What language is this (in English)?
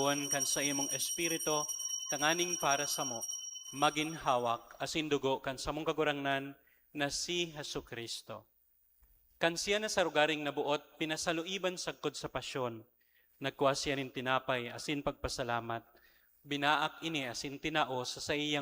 Bikol